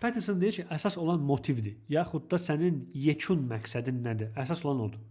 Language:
Azerbaijani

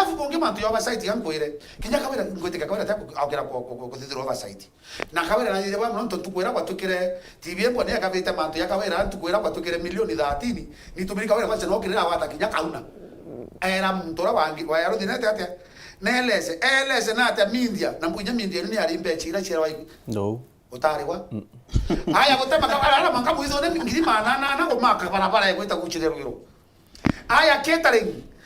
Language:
Meru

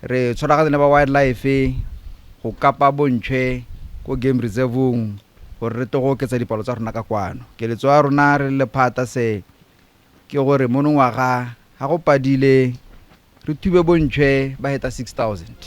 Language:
Tswana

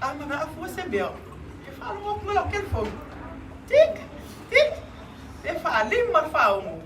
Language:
Samoan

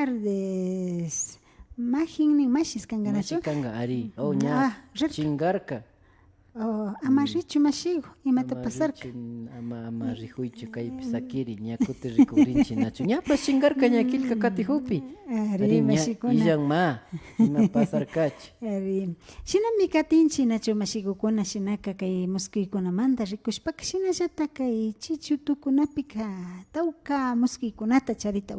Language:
Imbabura Highland Quichua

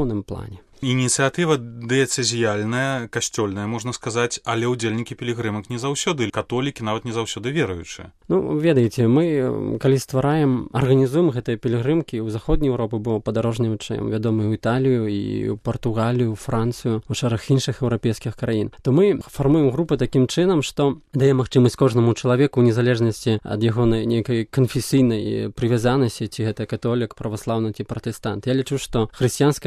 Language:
Belarusian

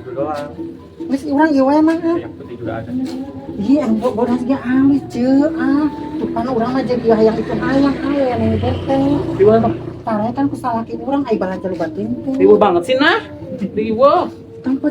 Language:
Sundanese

